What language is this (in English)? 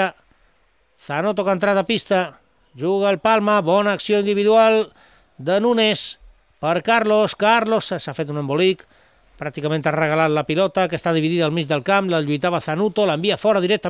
Catalan